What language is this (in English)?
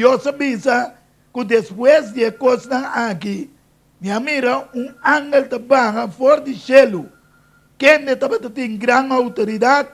Papiamento